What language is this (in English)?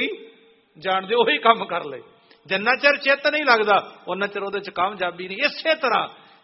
Punjabi